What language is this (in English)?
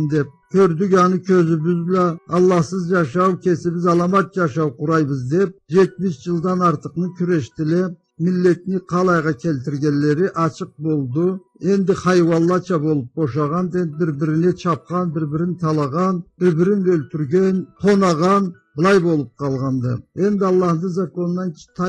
Karachay-Balkar